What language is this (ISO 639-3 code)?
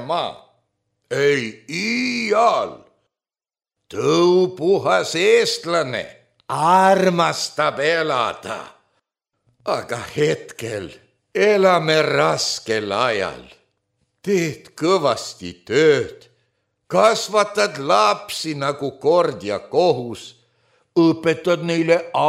est